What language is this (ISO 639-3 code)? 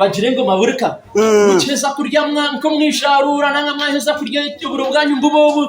nyn